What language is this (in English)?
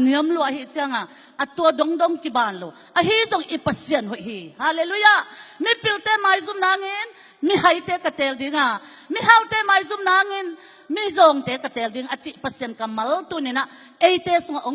Tedim Chin